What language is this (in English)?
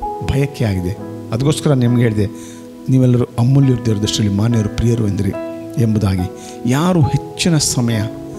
Kannada